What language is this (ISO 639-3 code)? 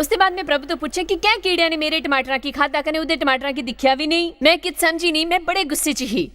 doi